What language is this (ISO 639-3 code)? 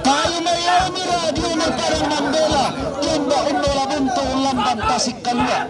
sda